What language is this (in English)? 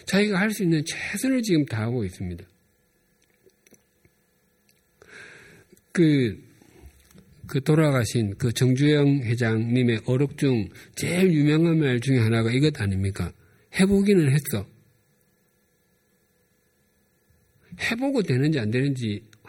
Korean